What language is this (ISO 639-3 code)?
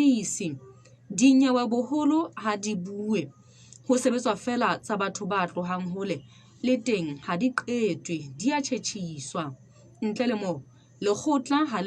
sot